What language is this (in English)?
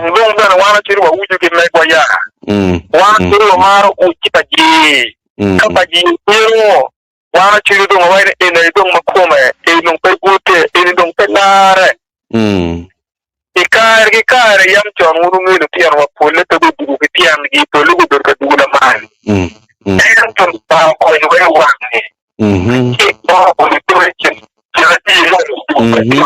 Acoli